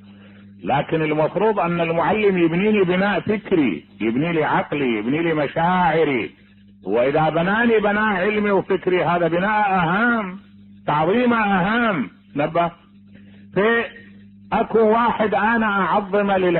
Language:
Mesopotamian Arabic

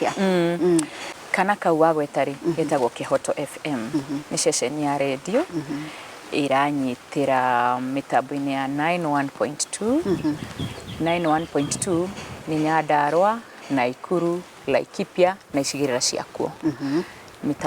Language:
Kikuyu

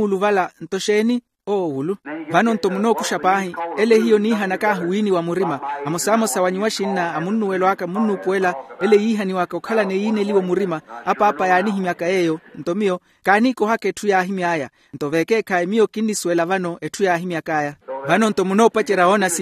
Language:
Makhuwa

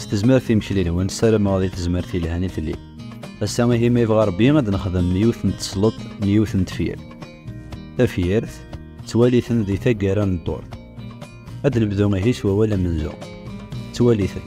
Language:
Kabyle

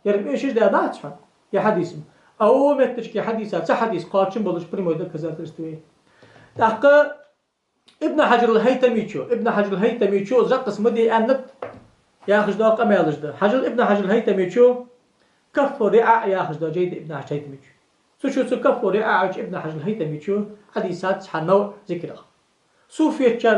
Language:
Ingush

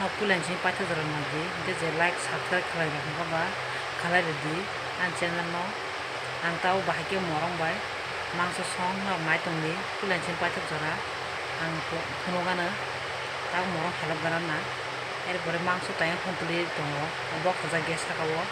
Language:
Kok Borok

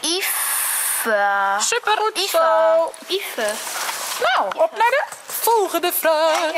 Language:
Western Frisian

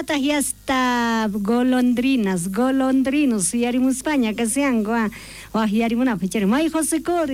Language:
South Bolivian Quechua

